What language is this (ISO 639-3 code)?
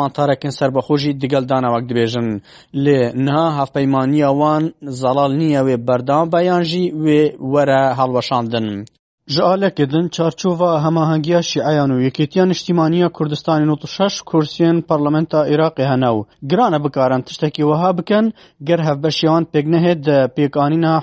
kur